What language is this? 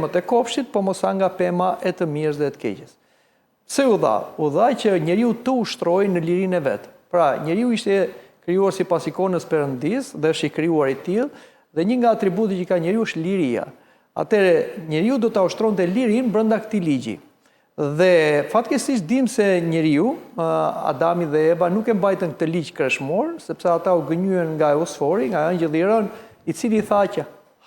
Albanian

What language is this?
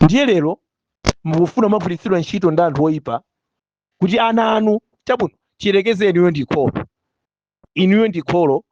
Nyanja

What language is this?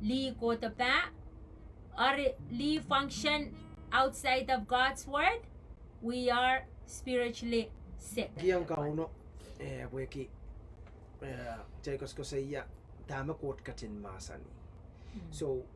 Pohnpeian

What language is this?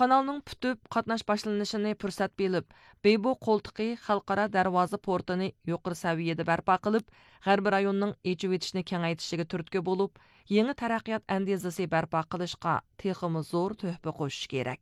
Uyghur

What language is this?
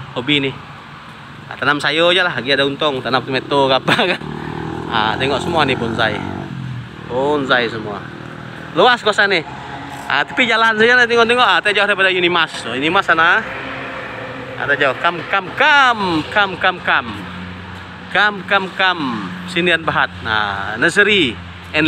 Malay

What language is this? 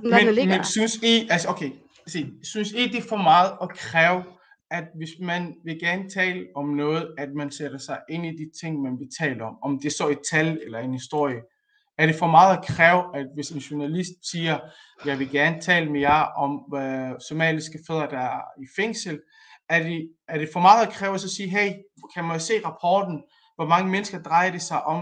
Danish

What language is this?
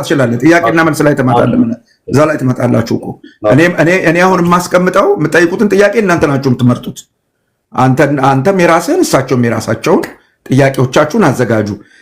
Amharic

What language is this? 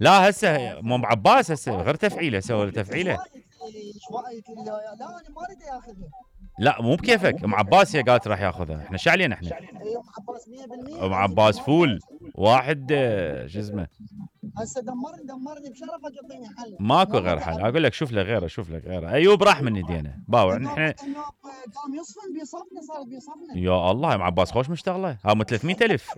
Mesopotamian Arabic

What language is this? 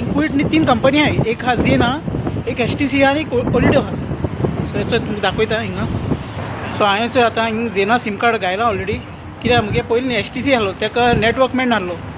Konkani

